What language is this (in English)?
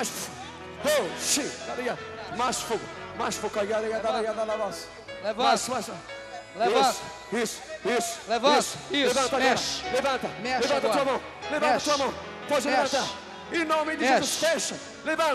Portuguese